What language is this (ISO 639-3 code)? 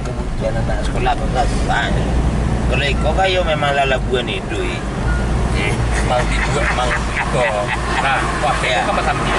min